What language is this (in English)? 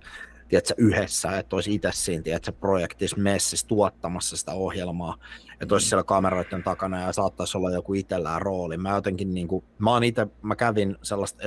Finnish